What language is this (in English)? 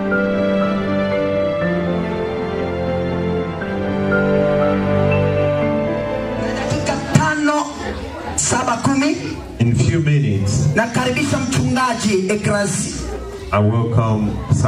Swahili